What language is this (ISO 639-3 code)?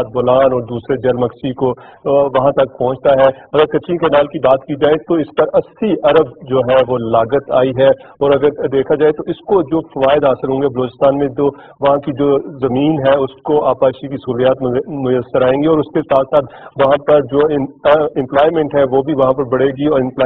urd